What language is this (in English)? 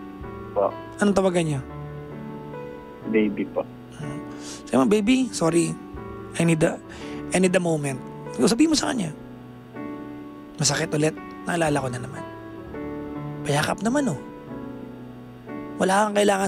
Filipino